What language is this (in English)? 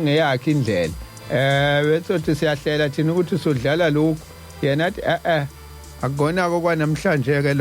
Zulu